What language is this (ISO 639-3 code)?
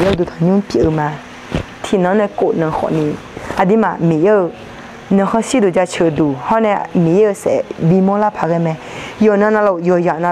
ahk